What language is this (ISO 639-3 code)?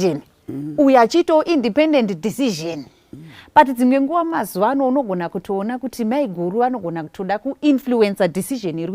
sna